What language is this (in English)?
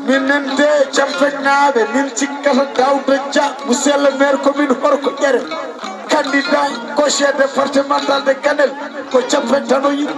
Fula